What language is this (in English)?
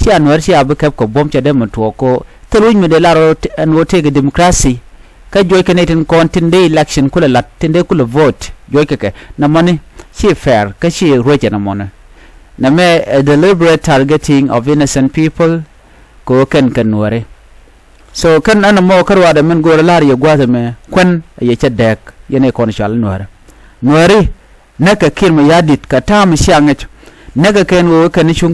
Nuer